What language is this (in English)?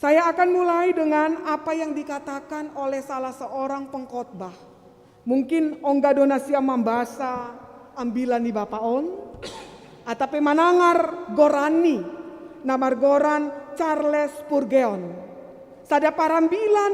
Batak Simalungun